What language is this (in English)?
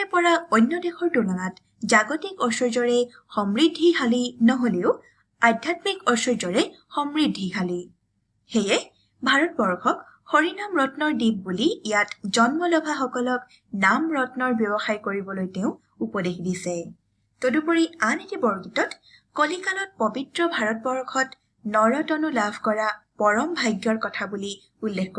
Assamese